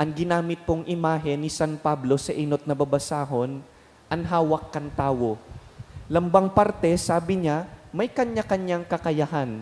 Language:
Bikol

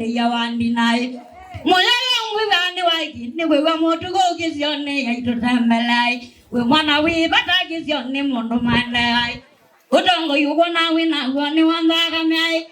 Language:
Kamba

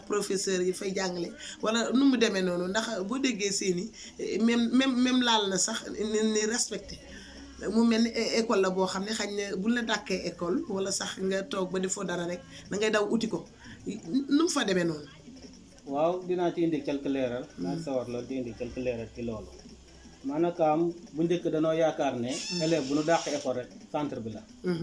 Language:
Wolof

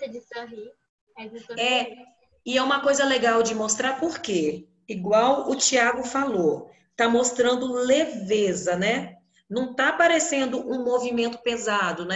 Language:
Portuguese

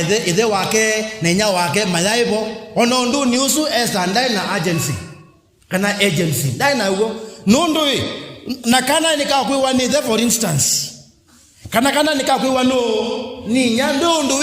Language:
Kamba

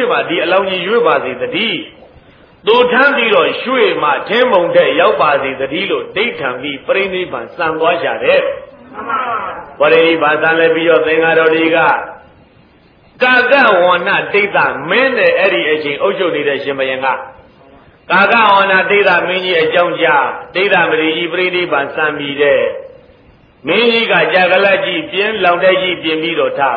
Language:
Burmese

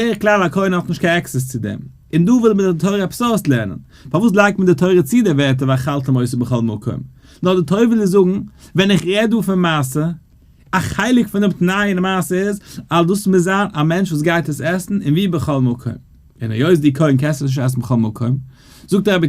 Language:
Yiddish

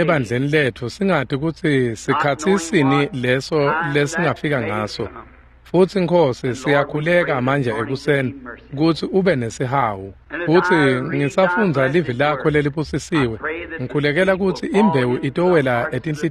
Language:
Swati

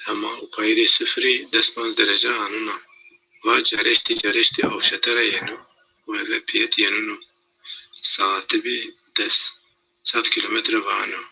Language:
Zaza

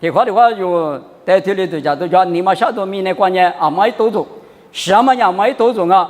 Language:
Lisu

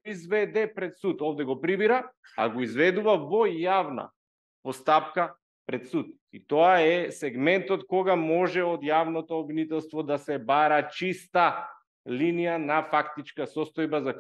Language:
Macedonian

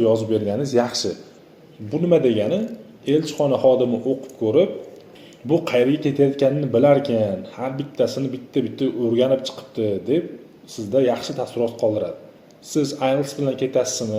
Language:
Uzbek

